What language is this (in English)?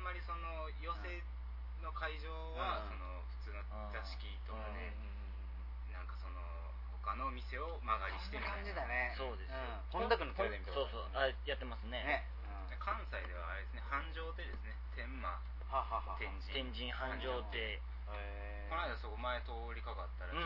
Japanese